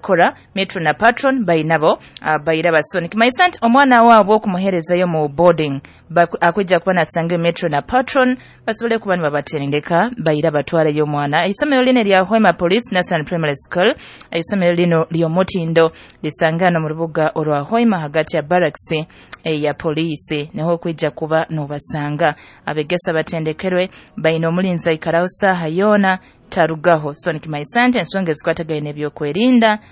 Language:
Nyoro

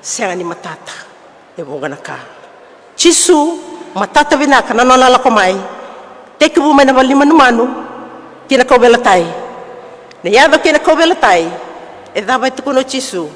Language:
Fijian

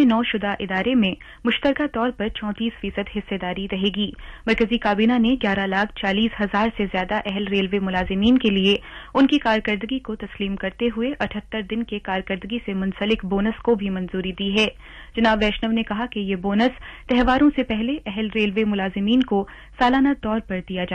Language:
Urdu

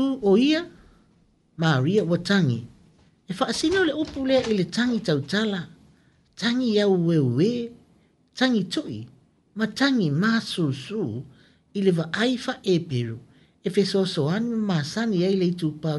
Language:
Samoan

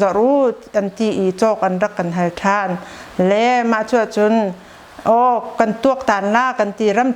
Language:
Hakha Chin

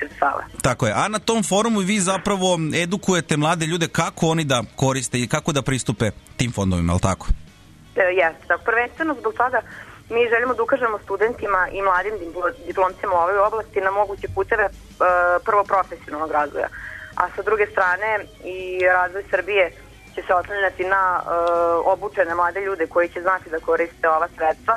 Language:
Serbian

